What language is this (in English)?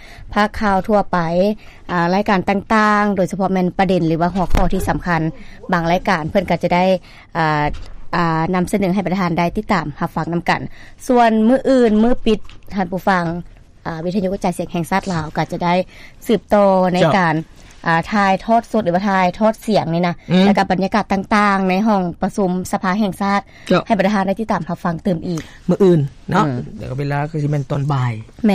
Lao